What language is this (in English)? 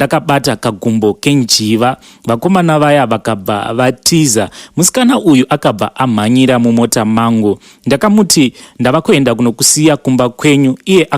Shona